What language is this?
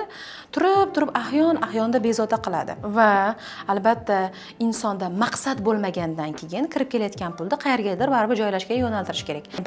Uzbek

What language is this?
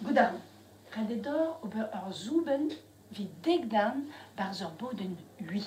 Breton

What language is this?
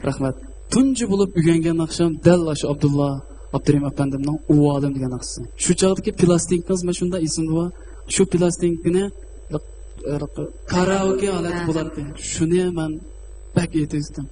Uyghur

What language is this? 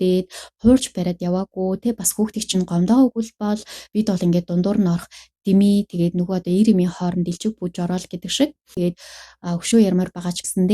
Mongolian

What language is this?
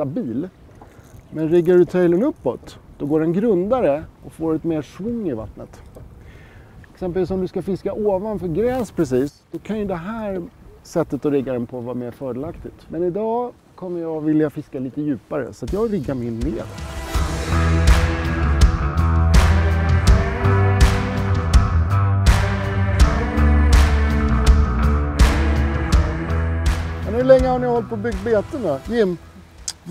Swedish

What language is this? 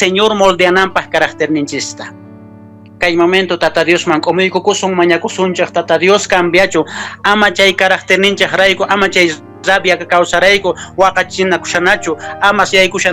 Quechua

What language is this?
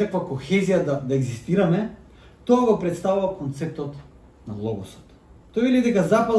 Macedonian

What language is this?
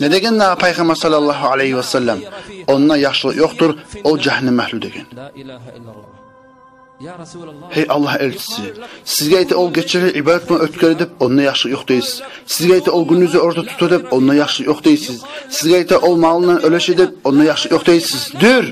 Kumyk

